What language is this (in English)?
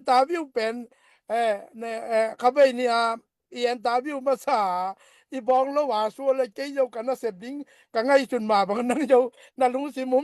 Tedim Chin